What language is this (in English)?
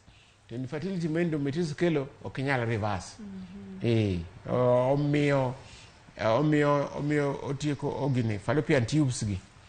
Luo (Kenya and Tanzania)